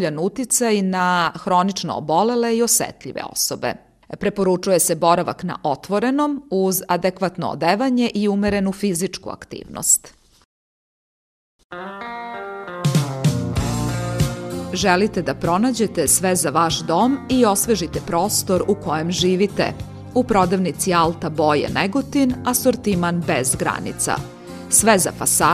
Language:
Serbian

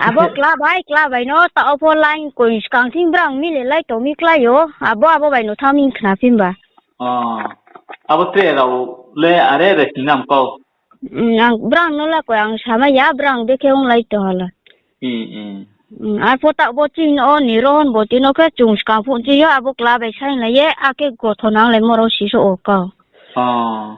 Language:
Riang (India)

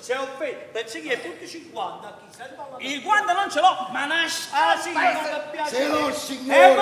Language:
Neapolitan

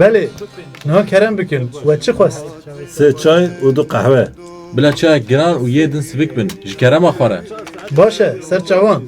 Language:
Kurdish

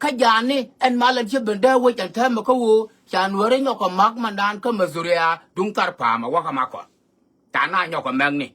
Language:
Nuer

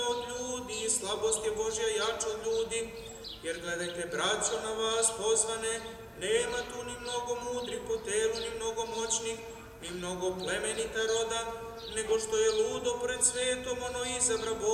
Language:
Serbian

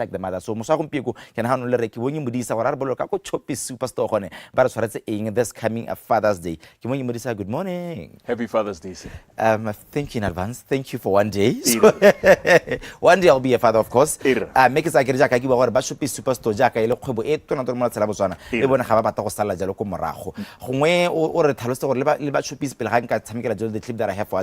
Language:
Tswana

